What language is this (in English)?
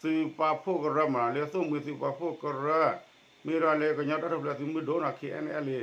S'gaw Karen